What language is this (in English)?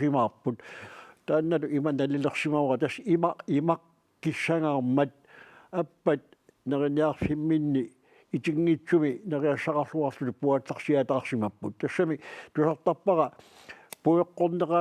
Kalaallisut